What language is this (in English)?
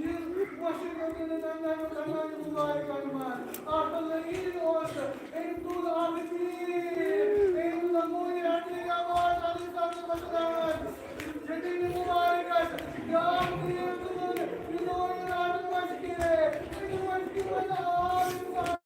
Kashmiri